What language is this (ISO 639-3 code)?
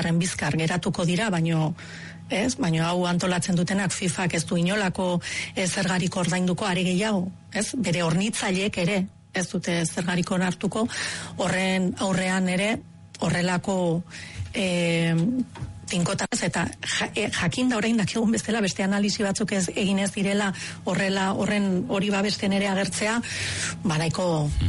eus